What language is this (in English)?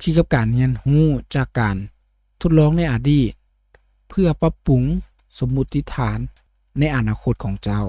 Lao